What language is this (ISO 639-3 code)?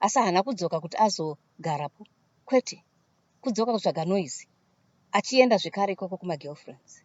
sna